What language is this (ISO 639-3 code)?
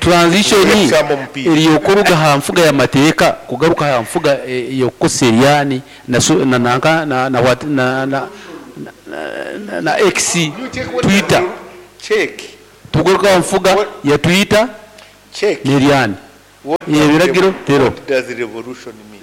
nyo